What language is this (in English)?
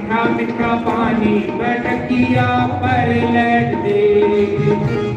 Dogri